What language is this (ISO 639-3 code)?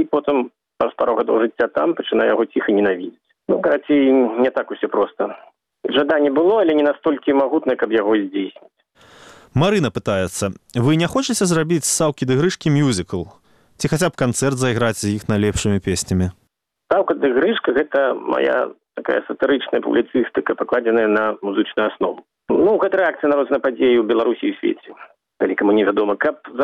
bel